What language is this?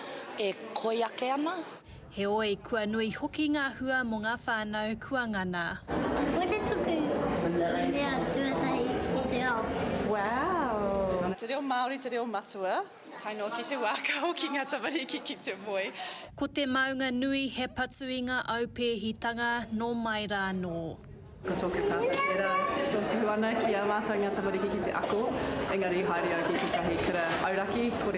Māori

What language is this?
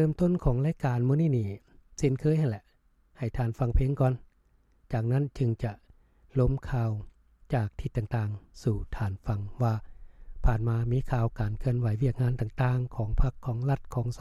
Lao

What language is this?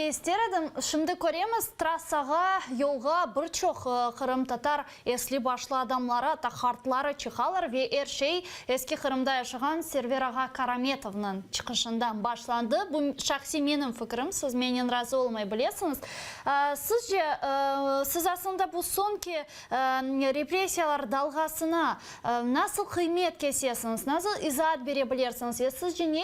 Crimean Tatar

